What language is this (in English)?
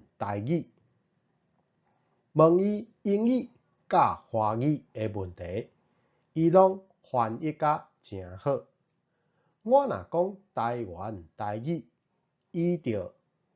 Min Nan Chinese